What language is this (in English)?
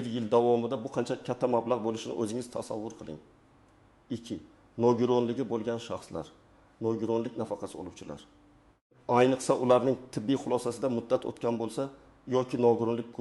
Uzbek